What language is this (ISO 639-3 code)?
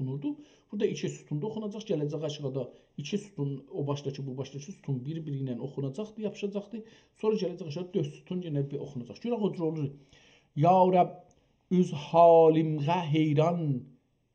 azb